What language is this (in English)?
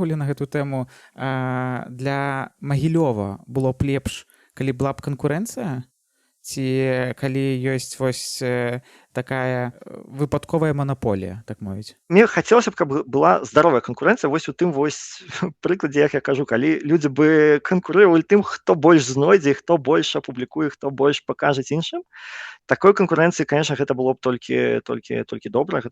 Belarusian